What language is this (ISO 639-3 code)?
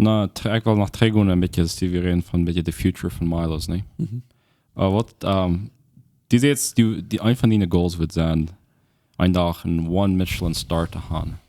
pdt